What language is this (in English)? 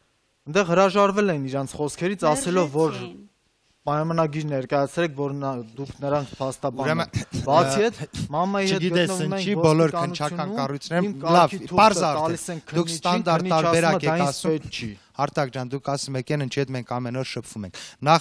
Armenian